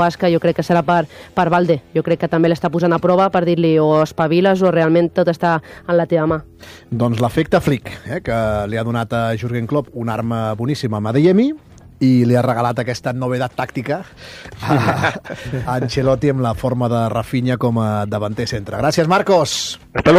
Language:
Catalan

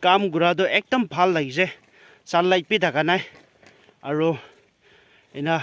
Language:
Naga Pidgin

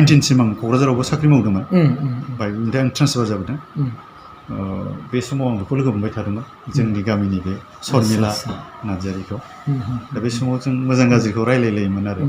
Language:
Bodo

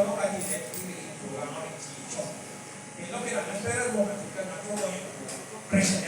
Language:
Lango (Uganda)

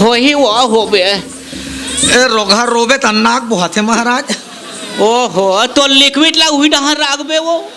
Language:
Chhattisgarhi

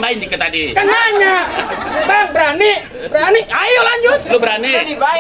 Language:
Betawi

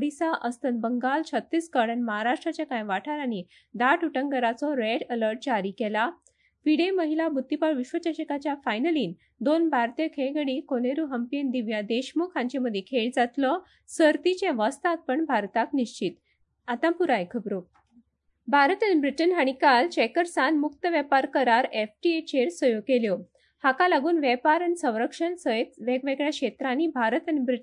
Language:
Konkani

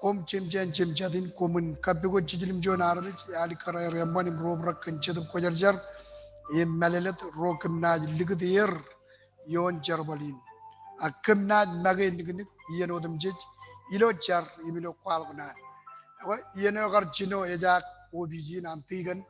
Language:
Marshallese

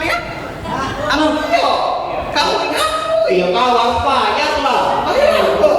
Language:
Musi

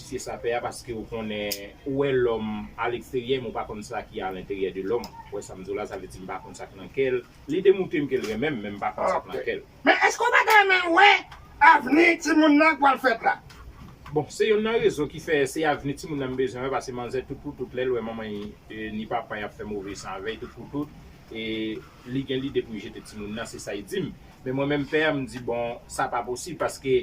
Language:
Haitian Creole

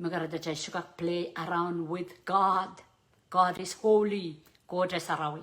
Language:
Pohnpeian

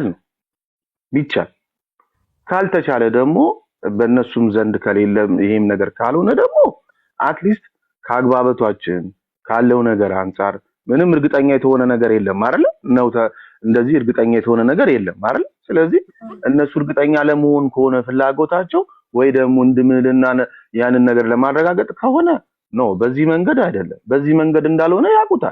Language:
Amharic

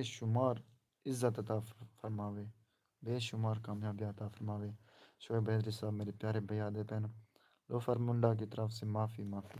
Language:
Saraiki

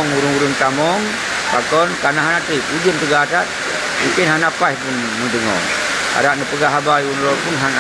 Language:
Achinese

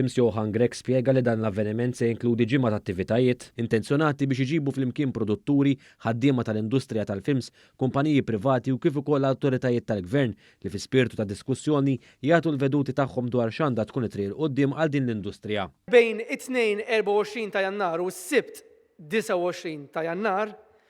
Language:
Maltese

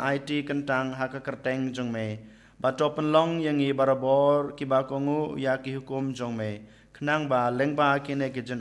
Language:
Khasi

